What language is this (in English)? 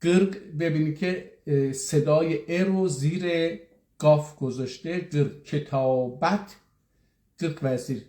South Azerbaijani